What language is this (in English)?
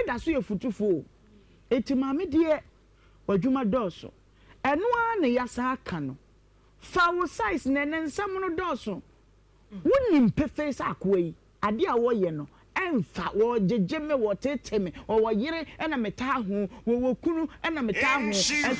Akan